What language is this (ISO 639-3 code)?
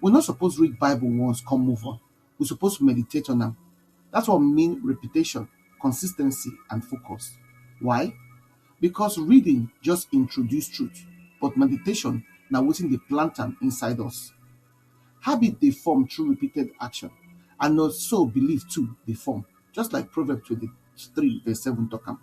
pcm